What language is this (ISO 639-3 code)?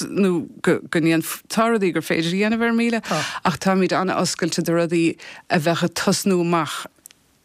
gle